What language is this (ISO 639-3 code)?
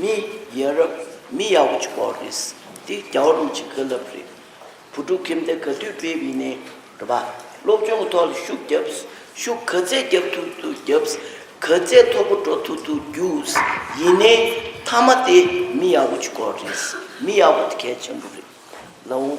bod